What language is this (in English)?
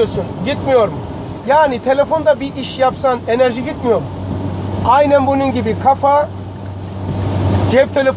Turkish